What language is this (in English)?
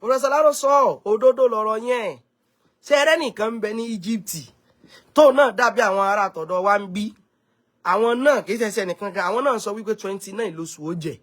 Yoruba